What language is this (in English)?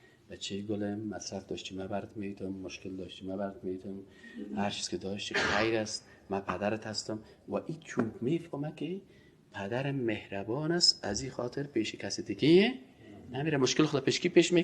Persian